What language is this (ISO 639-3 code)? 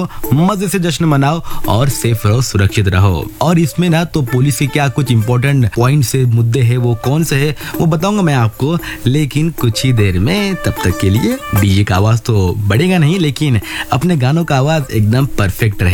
hin